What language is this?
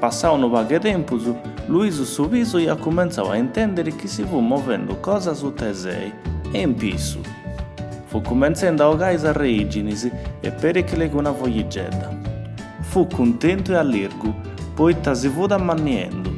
Sardinian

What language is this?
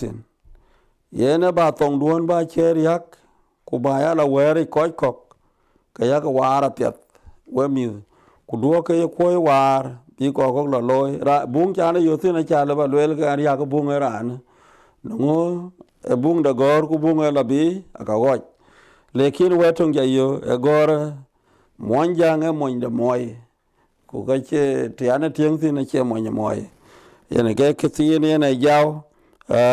Dinka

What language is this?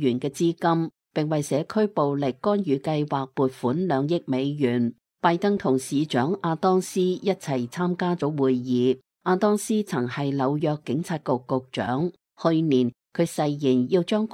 Cantonese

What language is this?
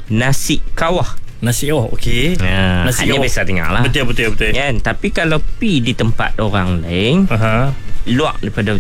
Malay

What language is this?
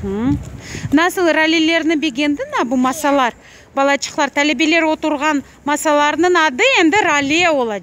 Crimean Tatar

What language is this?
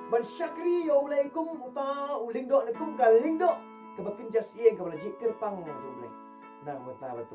Khasi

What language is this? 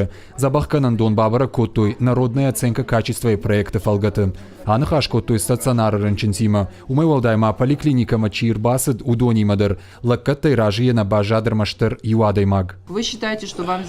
Ossetic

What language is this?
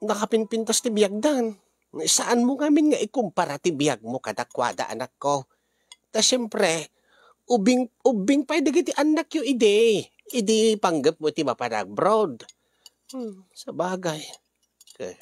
Iloko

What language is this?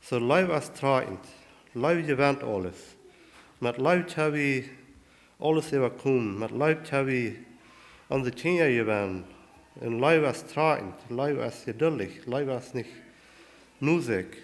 Plautdietsch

